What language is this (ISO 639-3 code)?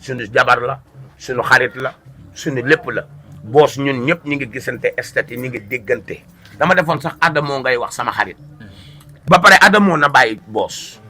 wol